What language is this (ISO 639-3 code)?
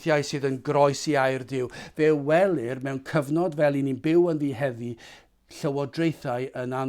cym